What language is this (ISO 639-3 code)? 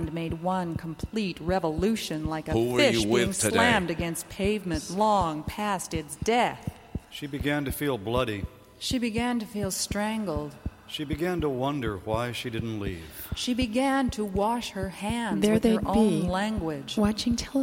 eng